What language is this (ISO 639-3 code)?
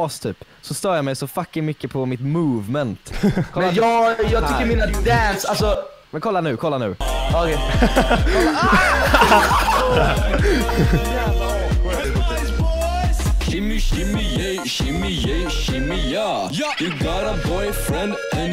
swe